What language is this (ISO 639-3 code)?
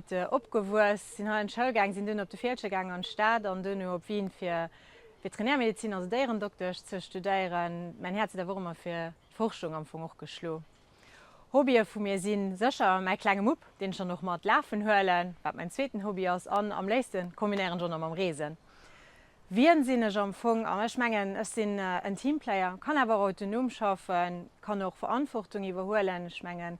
ltz